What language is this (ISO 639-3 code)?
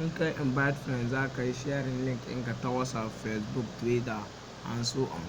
hau